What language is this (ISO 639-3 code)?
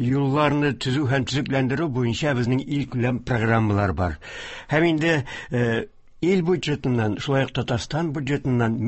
tat